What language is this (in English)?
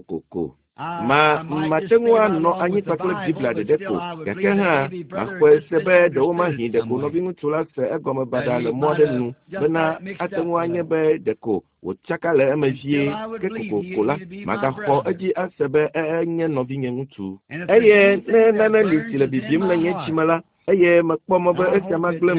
Ewe